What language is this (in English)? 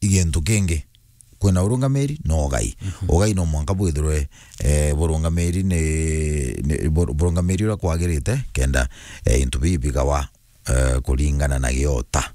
Meru